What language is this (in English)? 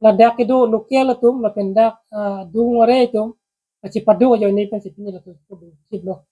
Karbi